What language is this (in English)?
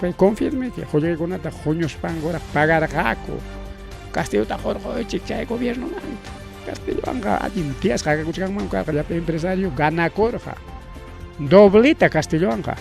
Ayacucho Quechua